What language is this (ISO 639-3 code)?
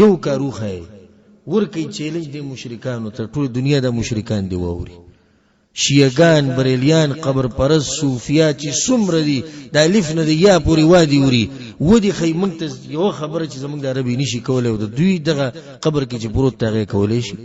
pus